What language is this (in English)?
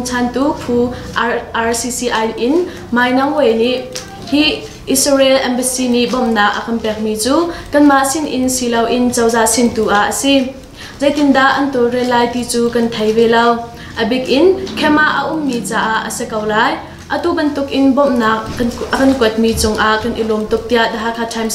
Hakha Chin